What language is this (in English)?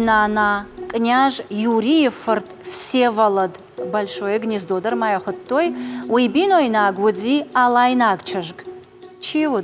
Ossetic